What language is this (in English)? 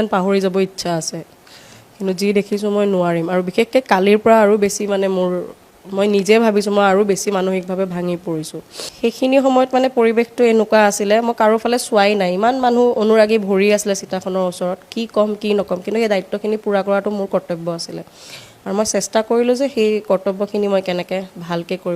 Assamese